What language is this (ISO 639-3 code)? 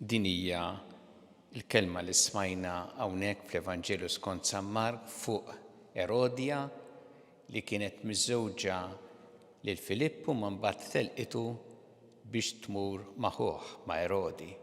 mlt